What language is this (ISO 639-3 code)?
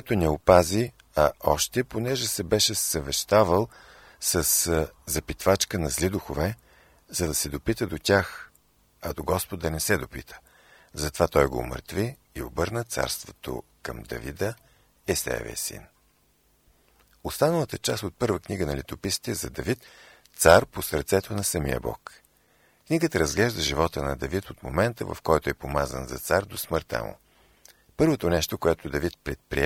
bul